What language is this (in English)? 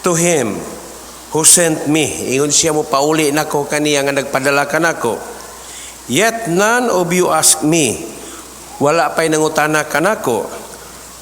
Cebuano